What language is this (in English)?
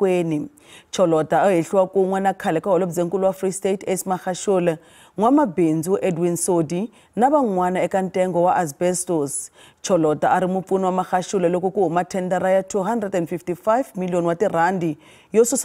Tsonga